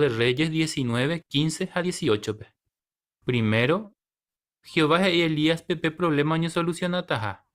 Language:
Guarani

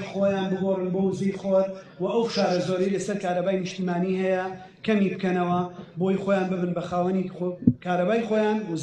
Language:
Central Kurdish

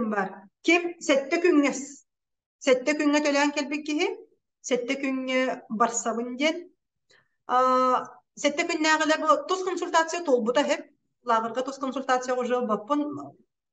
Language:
Yakut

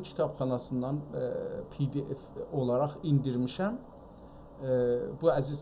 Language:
South Azerbaijani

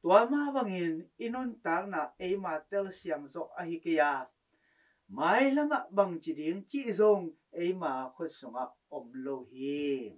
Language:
Tedim Chin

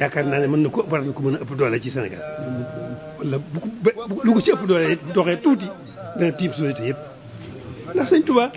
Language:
Wolof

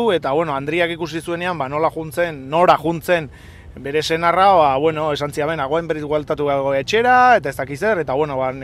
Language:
Basque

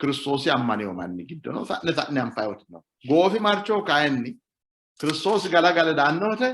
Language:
Sidamo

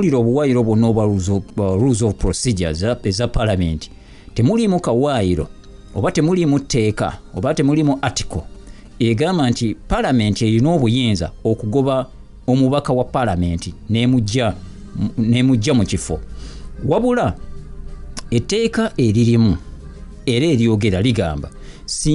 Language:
Ganda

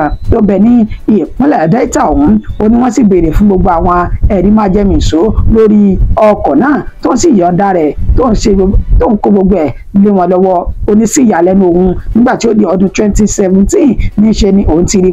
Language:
Yoruba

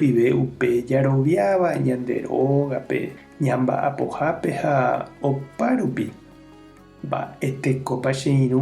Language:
Guarani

